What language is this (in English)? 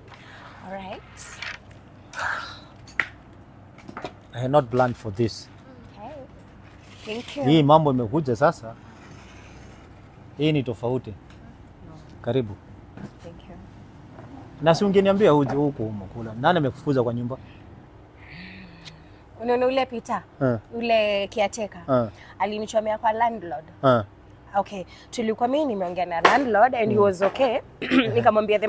Swahili